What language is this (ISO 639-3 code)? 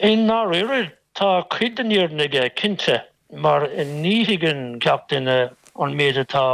gle